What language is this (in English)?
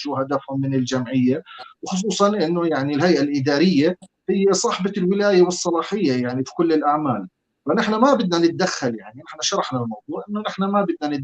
North Levantine Arabic